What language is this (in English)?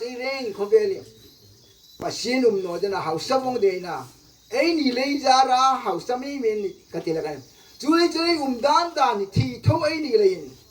Hmar